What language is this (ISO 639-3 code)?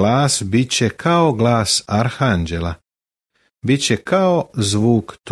srp